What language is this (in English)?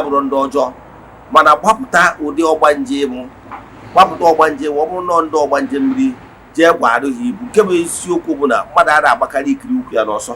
Igbo